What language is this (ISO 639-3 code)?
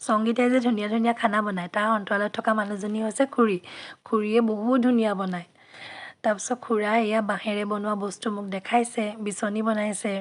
asm